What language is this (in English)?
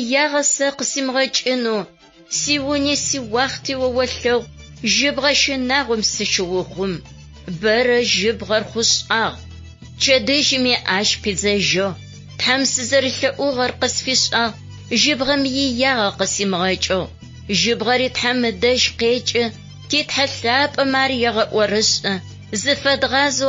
Adyghe